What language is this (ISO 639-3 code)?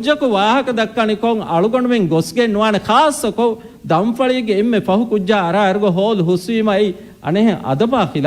div